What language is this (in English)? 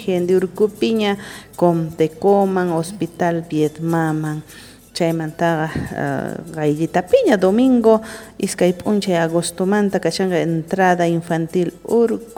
South Bolivian Quechua